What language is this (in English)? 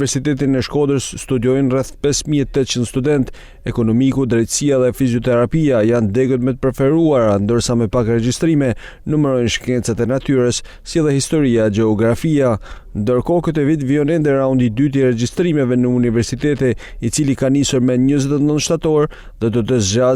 Albanian